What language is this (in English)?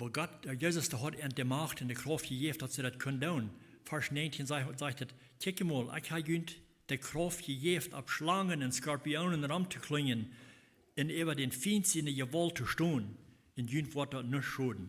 Plautdietsch